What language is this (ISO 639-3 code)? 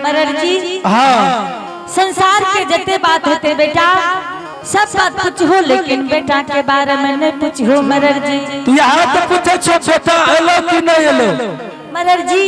anp